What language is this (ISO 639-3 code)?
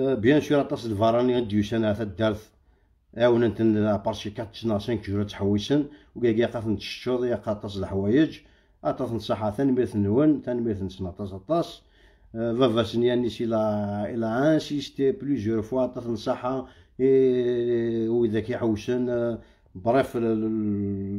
kab